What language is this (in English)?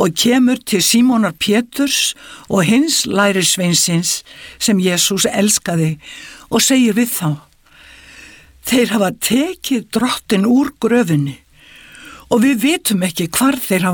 Icelandic